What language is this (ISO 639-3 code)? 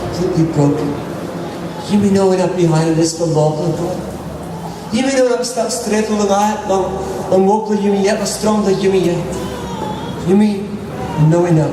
tpi